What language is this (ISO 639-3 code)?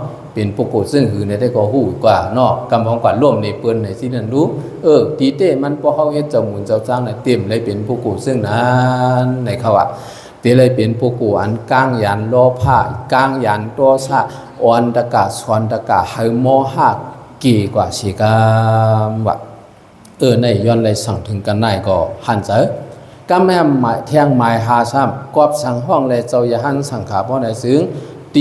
shn